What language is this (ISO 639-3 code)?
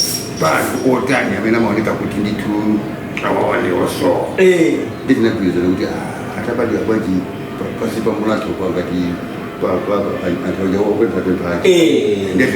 nya